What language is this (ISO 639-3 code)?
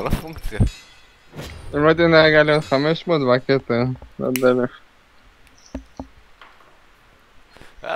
heb